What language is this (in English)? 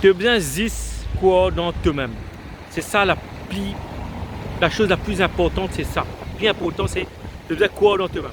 Morisyen